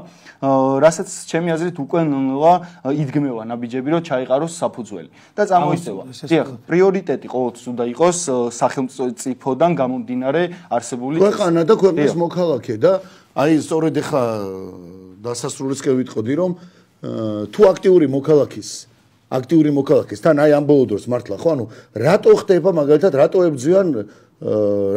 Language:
Georgian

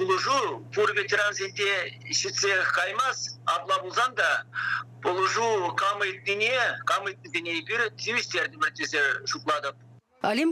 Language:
Chuvash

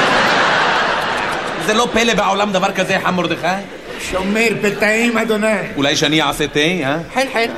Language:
Hebrew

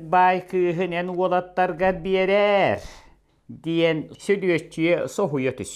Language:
Yakut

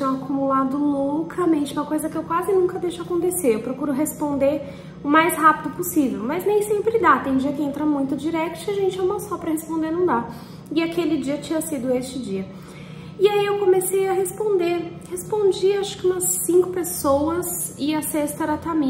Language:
Portuguese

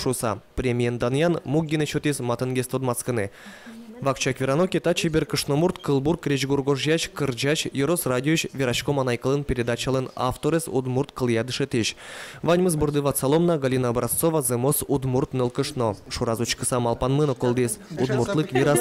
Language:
Udmurt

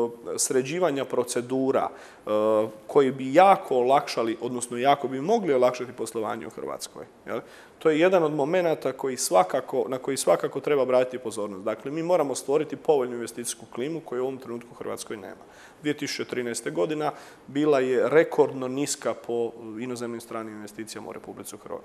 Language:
Croatian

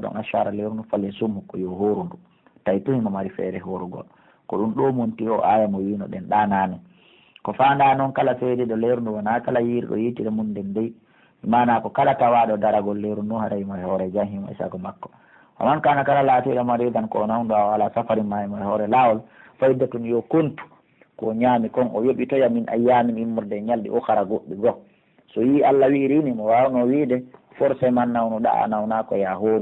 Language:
Pular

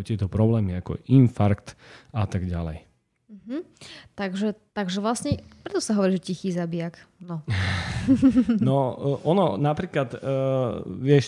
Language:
Slovak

